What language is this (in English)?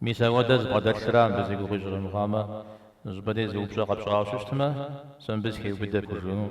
Kabardian